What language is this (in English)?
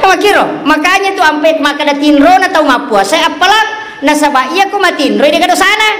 Buginese